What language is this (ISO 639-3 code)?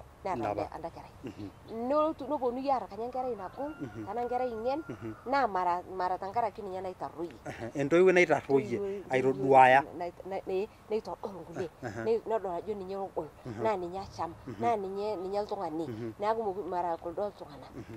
mas